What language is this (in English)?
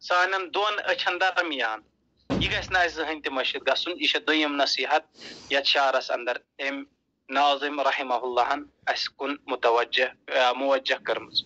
Kashmiri